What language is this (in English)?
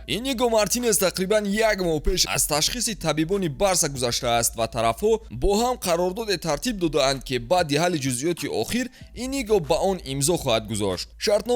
Tajik